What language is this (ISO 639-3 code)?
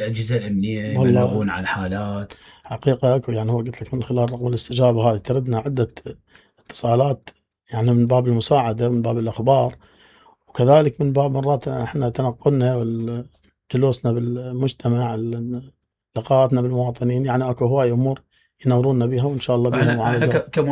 acm